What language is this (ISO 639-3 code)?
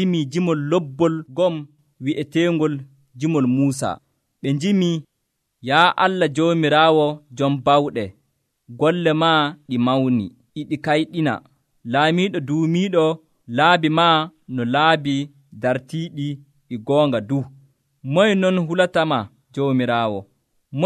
fuv